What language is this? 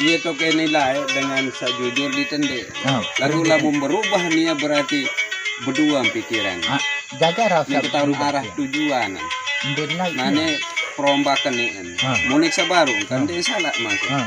Sasak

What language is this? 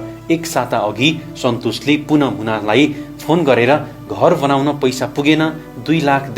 Nepali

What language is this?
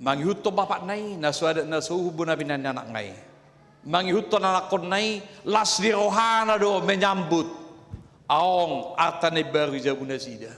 Batak Toba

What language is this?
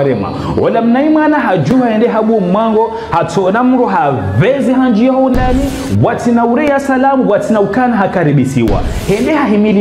Ngazidja Comorian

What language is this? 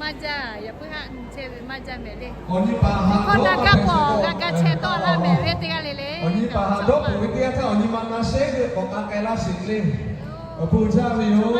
Lahu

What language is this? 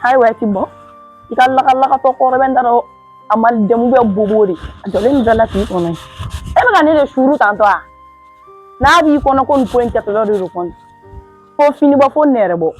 Bambara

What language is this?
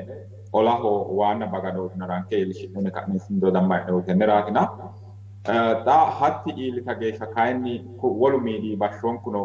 Sidamo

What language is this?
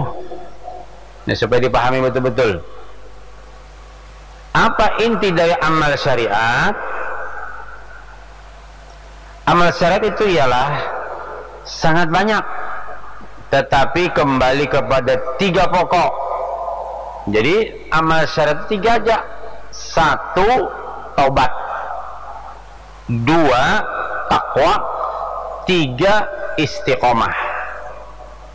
Indonesian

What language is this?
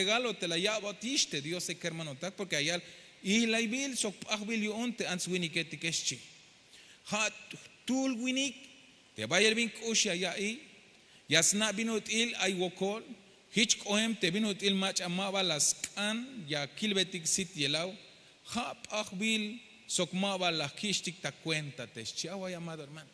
Tzeltal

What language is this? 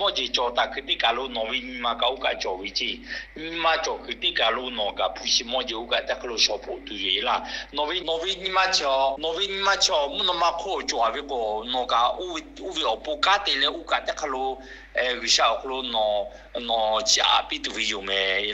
Lahu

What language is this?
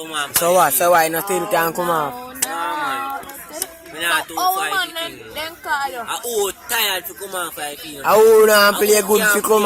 Jamaican Creole English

